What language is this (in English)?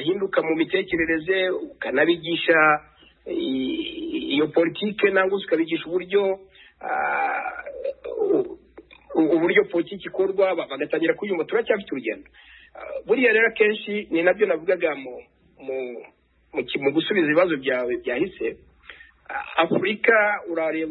Kinyarwanda